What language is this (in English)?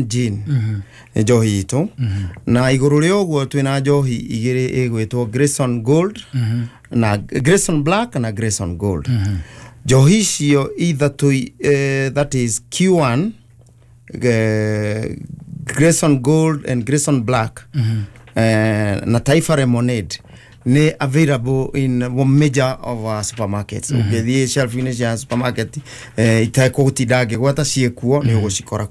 Kikuyu